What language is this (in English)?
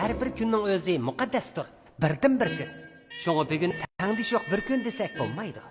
Uyghur